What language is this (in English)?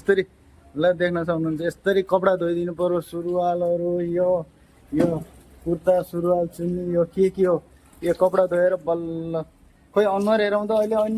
Nepali